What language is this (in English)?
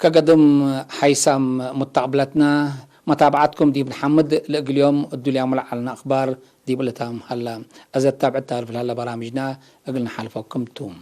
Tigre